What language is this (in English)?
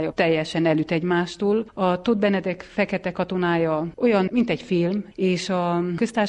Hungarian